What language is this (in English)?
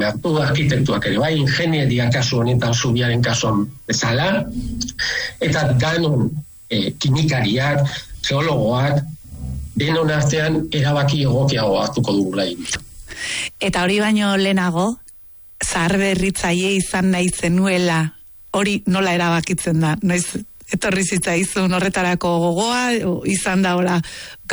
Basque